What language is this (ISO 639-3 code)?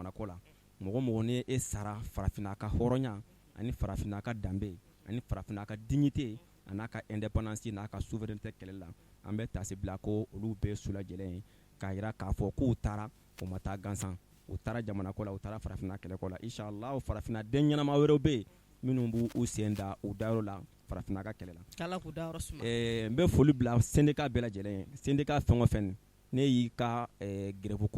bam